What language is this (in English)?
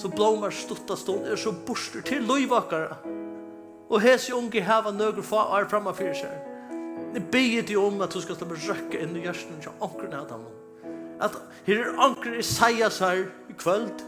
Faroese